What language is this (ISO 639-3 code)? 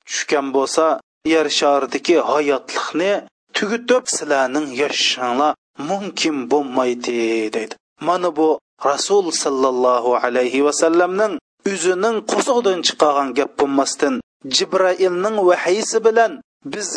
uig